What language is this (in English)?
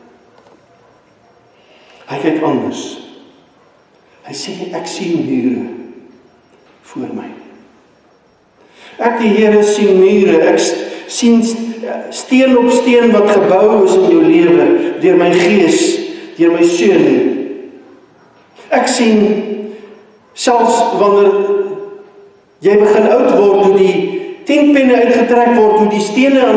Afrikaans